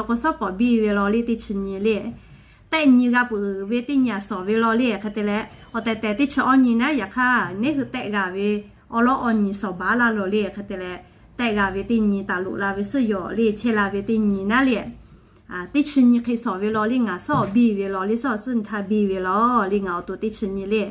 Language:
Lahu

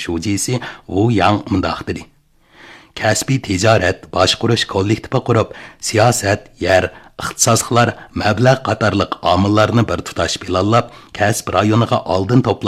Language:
Uyghur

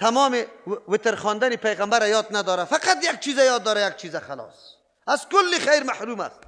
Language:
Persian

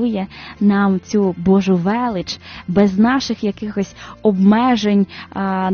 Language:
Ukrainian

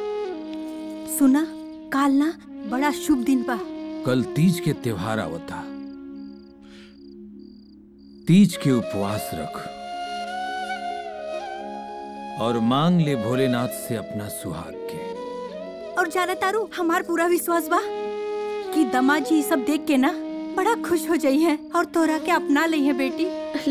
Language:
Bhojpuri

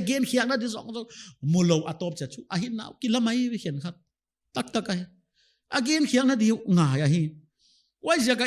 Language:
Paite Chin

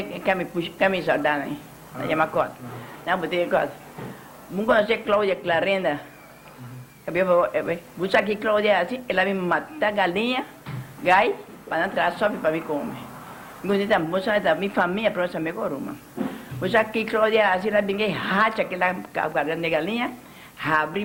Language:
Papiamento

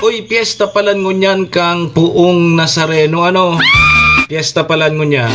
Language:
Bikol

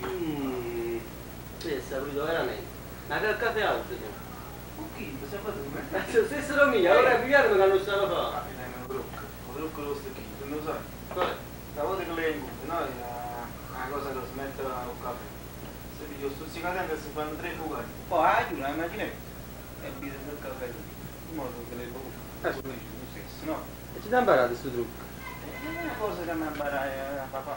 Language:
Neapolitan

